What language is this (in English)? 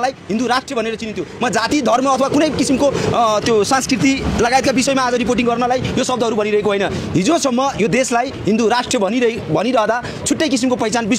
Nepali